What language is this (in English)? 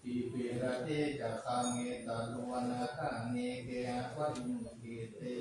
Pali